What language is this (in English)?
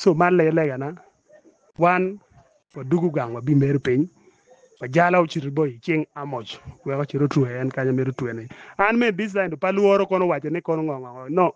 Acoli